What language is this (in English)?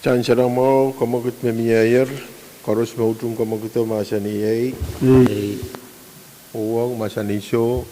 Pohnpeian